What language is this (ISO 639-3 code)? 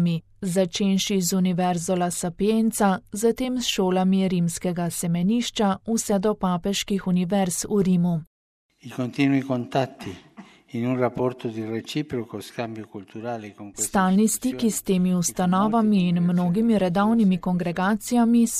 slv